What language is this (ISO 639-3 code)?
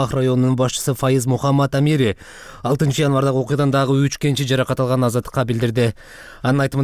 kir